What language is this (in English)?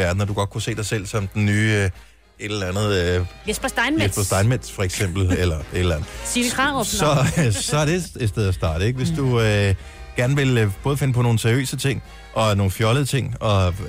Danish